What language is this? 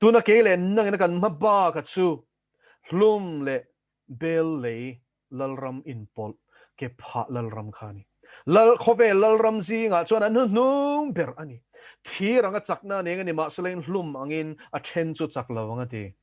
Mizo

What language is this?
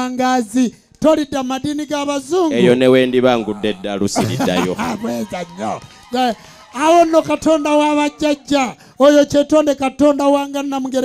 Ganda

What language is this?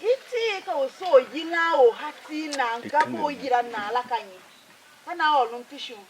Tiv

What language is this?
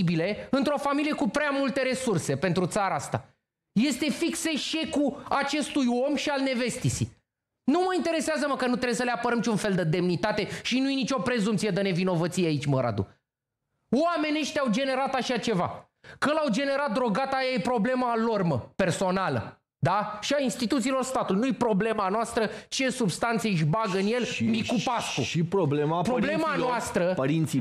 Romanian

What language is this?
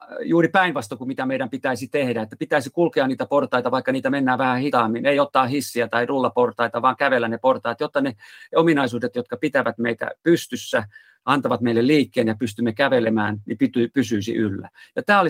Finnish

